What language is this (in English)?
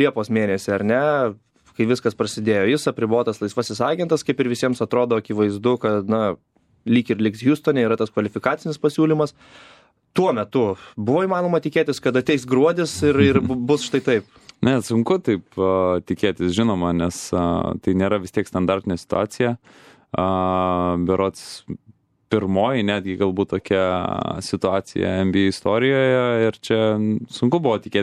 Lithuanian